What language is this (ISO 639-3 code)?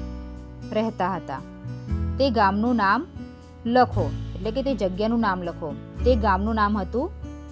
guj